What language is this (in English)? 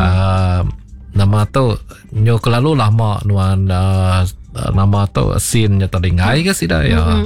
Iban